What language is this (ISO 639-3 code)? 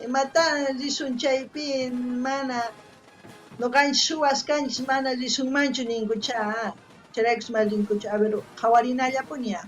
quh